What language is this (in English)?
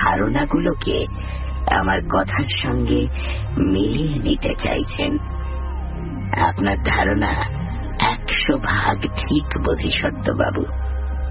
Bangla